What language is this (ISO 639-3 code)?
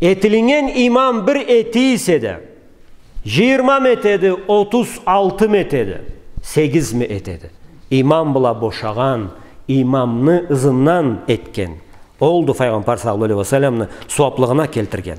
krc